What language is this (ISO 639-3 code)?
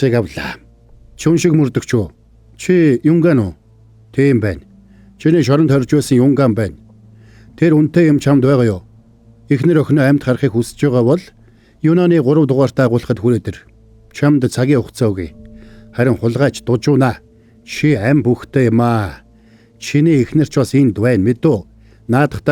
mon